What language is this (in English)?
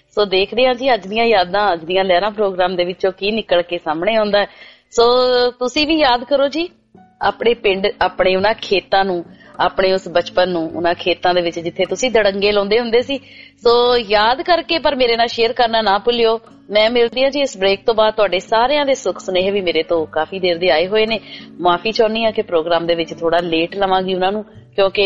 Punjabi